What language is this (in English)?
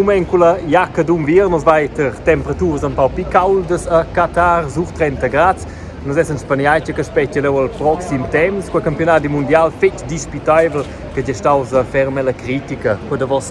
Romansh